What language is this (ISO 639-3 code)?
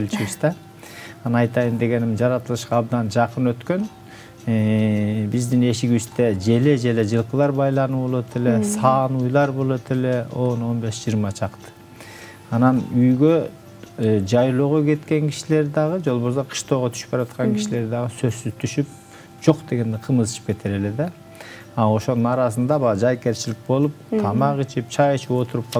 kir